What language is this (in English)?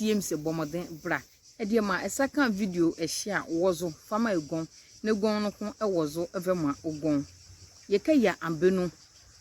Nzima